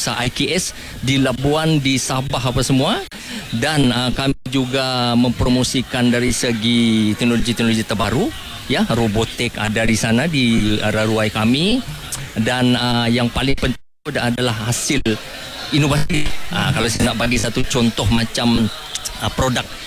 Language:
Malay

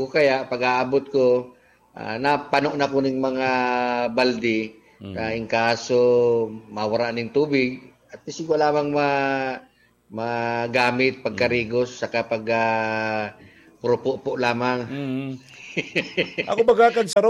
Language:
Bikol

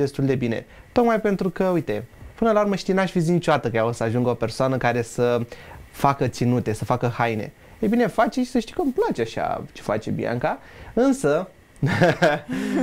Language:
Romanian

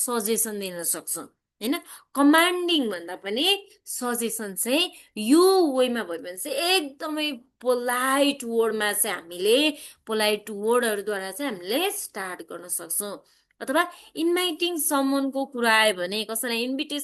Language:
Nepali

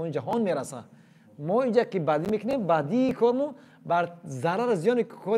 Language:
Tajik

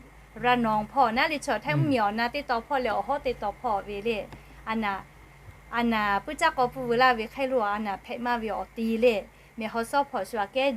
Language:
Lahu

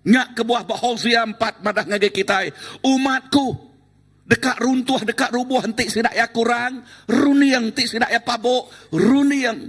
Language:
Iban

